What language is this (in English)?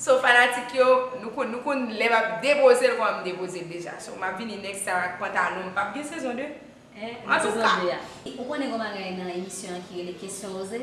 Haitian Creole